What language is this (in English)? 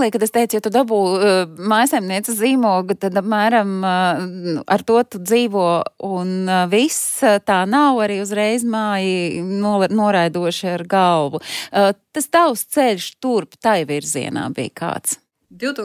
Latvian